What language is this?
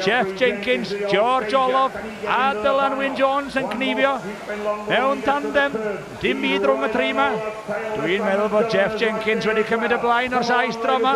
Welsh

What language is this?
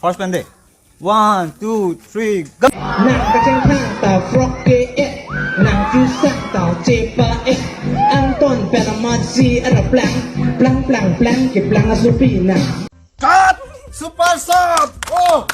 Karbi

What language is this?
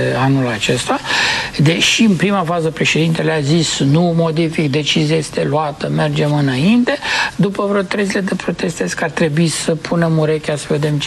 Romanian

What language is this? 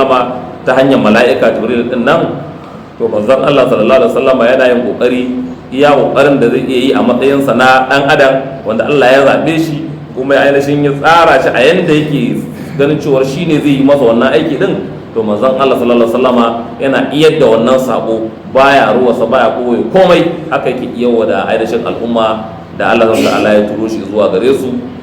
Hausa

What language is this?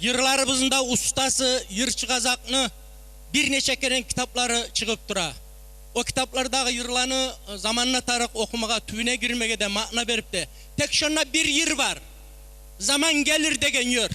Kumyk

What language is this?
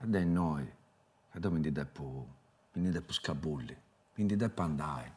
Sardinian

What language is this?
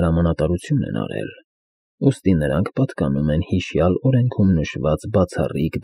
Armenian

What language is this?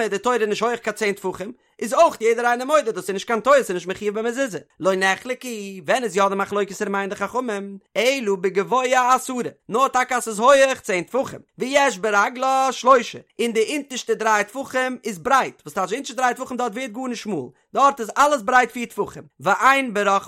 Yiddish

